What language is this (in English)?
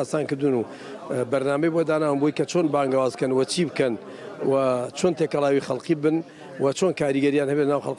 Central Kurdish